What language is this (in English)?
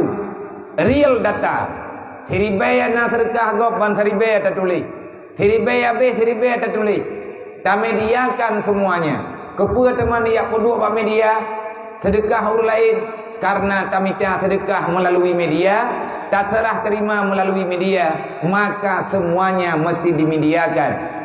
Achinese